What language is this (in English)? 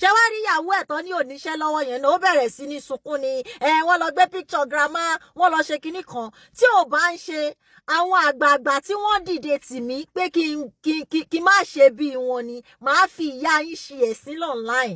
Yoruba